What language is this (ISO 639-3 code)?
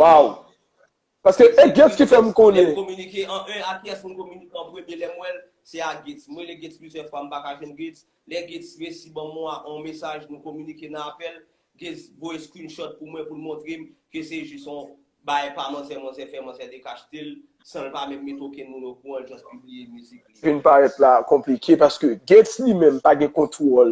hat